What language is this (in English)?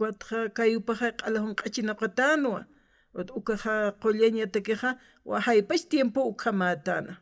Aymara